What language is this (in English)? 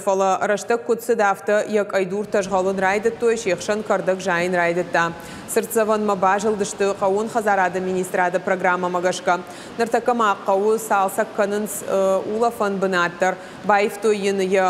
Ossetic